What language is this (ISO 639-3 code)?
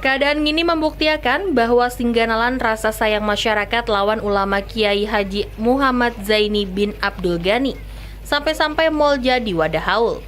bjn